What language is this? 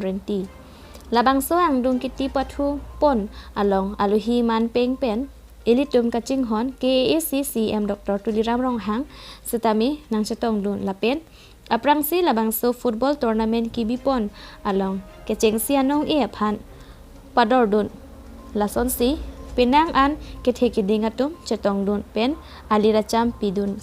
Karbi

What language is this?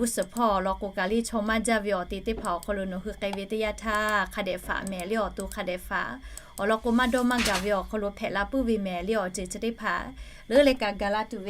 Lahu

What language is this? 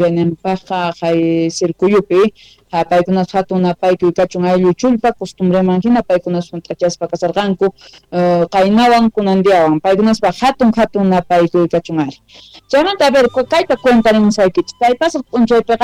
Quechua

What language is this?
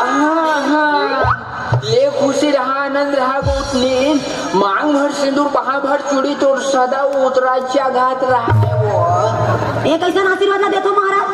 Chhattisgarhi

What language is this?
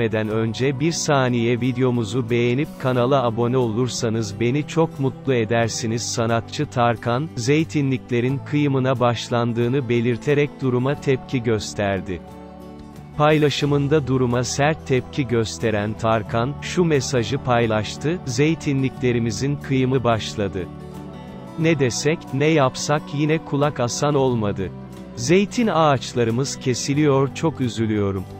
Turkish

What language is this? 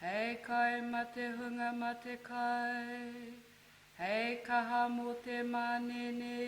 Māori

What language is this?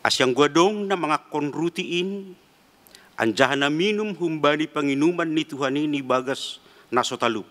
Batak Simalungun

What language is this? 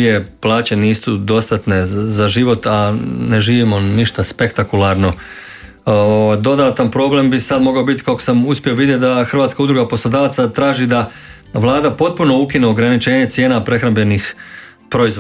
Croatian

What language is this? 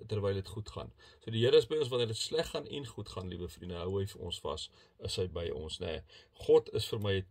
Afrikaans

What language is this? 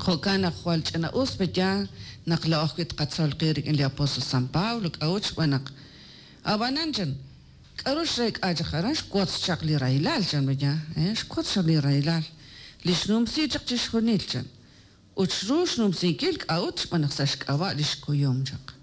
Kekchí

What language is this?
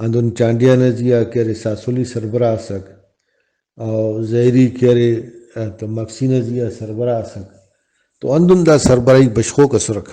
Brahui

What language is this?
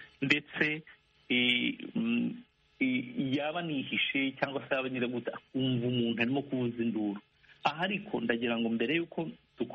Kinyarwanda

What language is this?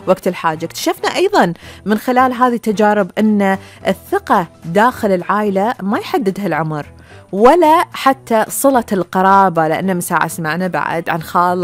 Gulf Arabic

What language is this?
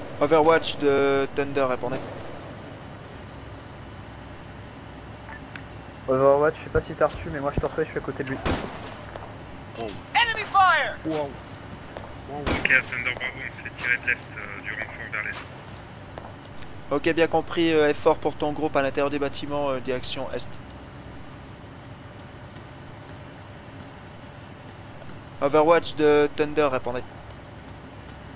French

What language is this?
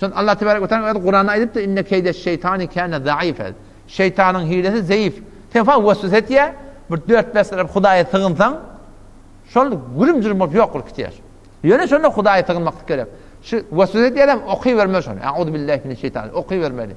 Turkmen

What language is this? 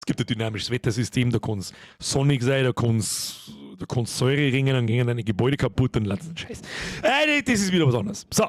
Bavarian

